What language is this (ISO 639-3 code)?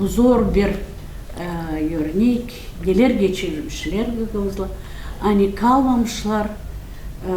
gag